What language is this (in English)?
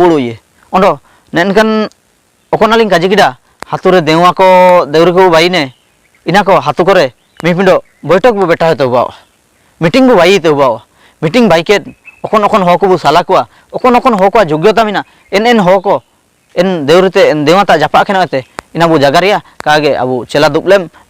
Ho